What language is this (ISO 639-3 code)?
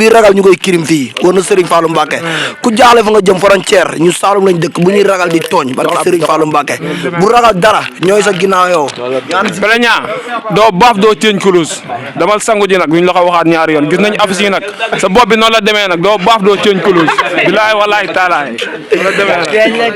wol